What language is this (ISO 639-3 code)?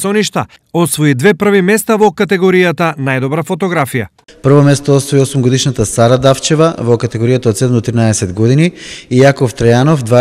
mkd